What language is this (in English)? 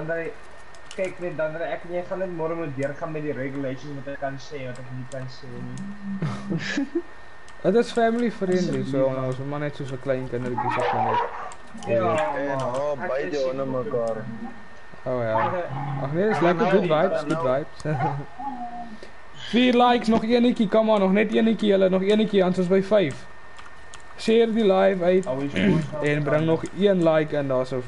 Afrikaans